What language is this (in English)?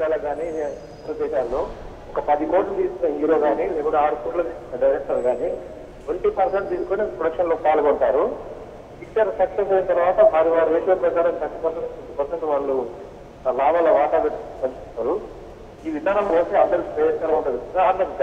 Telugu